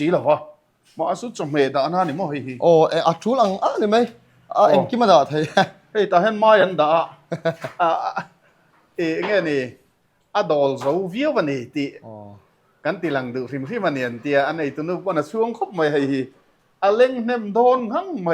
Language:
Mizo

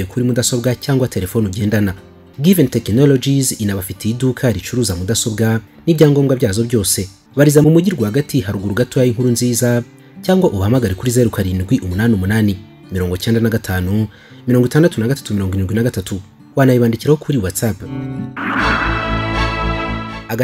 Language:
Kinyarwanda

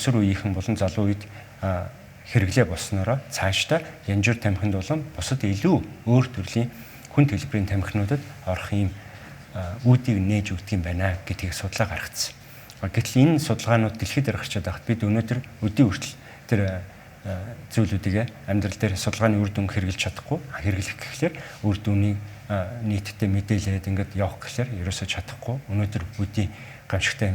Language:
Mongolian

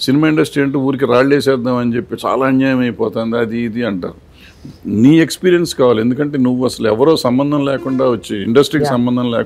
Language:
Telugu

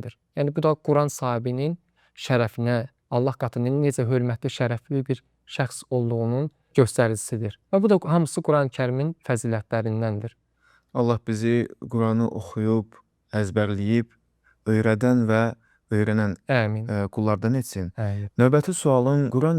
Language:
Azerbaijani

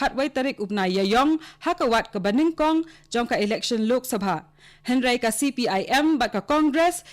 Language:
Khasi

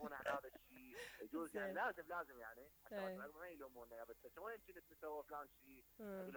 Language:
Mesopotamian Arabic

